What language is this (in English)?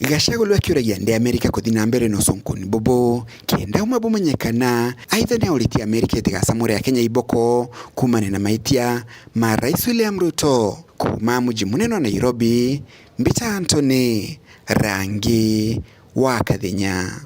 Meru